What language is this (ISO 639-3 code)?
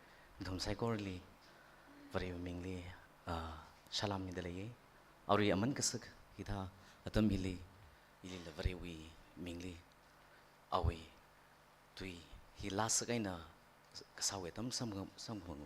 nmf